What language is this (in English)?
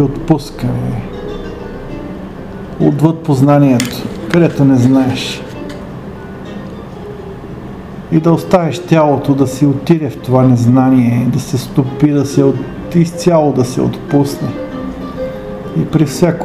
Bulgarian